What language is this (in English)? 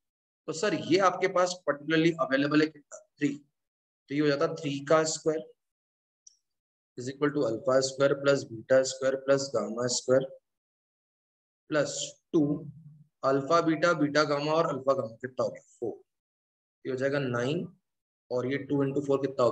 Hindi